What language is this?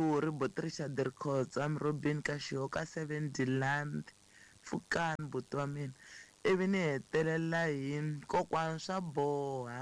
Tsonga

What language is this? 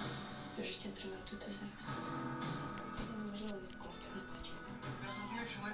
Ukrainian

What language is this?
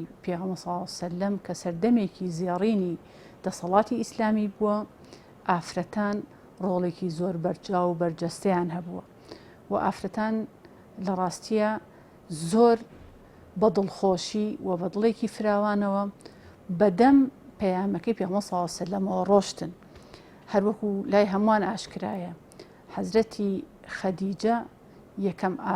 Central Kurdish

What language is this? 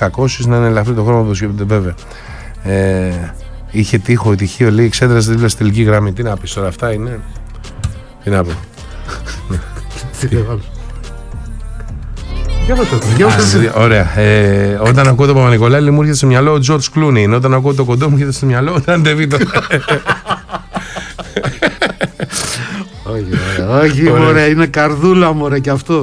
Greek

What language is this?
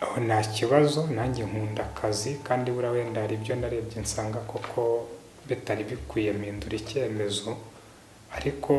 Kinyarwanda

